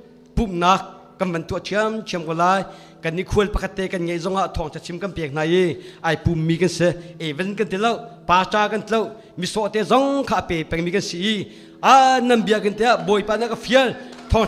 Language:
Hakha Chin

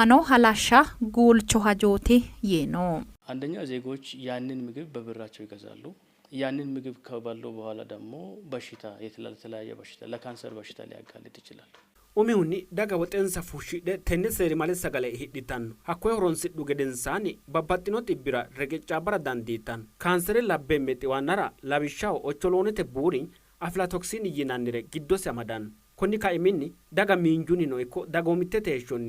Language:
Sidamo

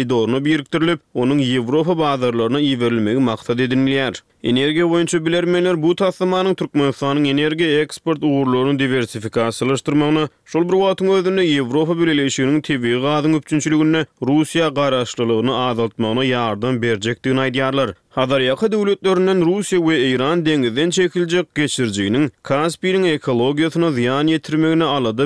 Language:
Turkmen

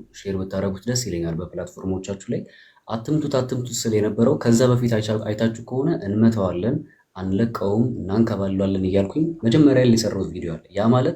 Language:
Amharic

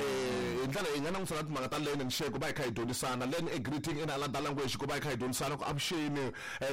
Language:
Tsonga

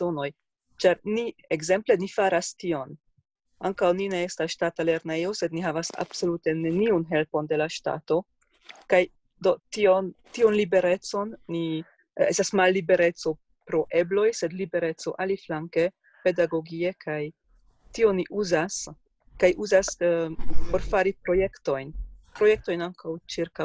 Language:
Esperanto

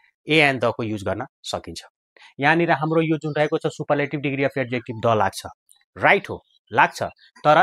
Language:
Nepali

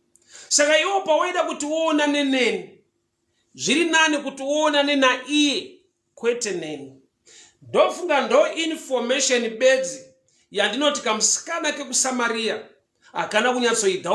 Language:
Shona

